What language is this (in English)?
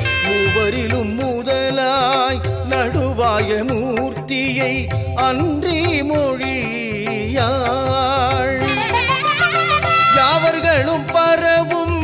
Tamil